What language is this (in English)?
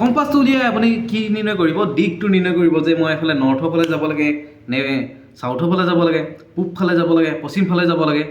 Assamese